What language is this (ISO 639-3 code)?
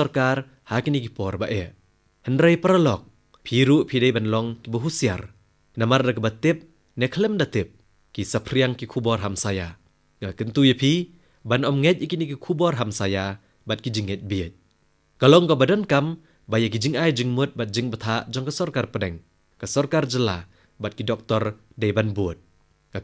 kha